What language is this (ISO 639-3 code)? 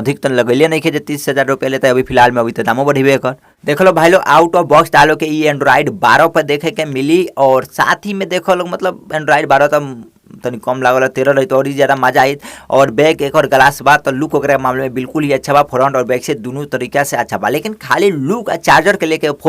bho